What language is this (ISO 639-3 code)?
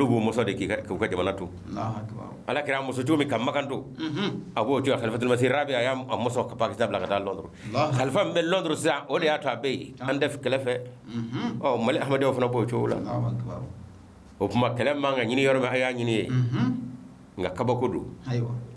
bam